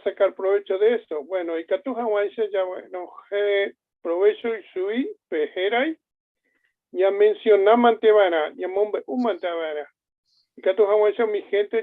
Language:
Guarani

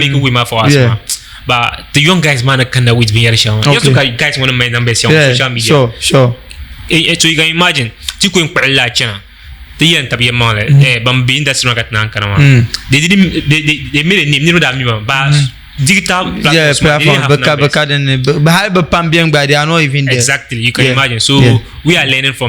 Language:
Dagbani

